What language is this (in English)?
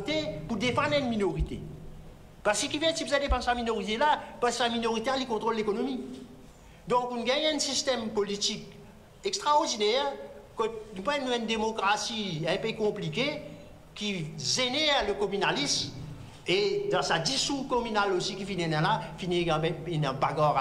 Morisyen